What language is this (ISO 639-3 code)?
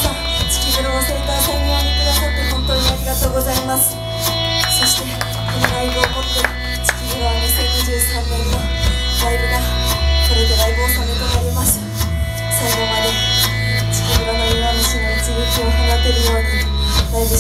jpn